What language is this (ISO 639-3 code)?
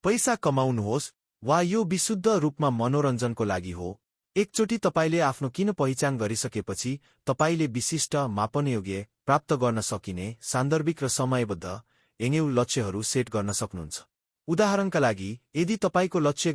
nep